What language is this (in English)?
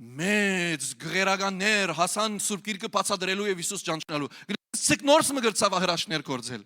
Western Armenian